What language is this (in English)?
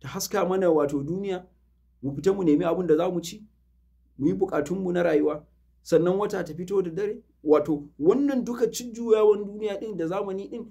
Hausa